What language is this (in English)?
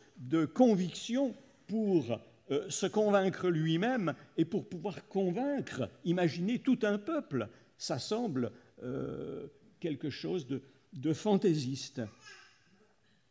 French